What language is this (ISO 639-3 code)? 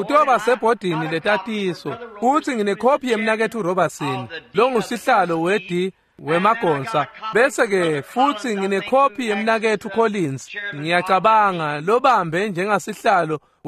ssw